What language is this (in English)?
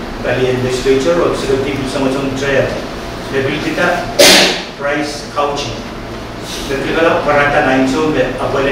Pohnpeian